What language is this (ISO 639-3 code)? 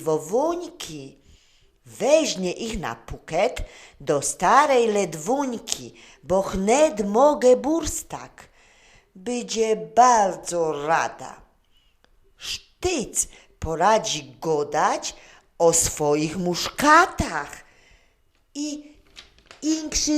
szl